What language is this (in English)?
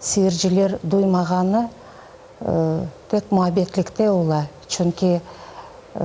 Crimean Tatar